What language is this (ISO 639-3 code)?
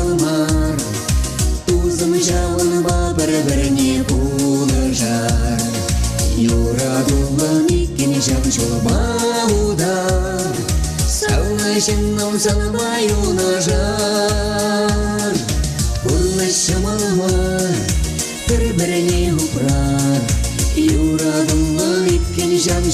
chv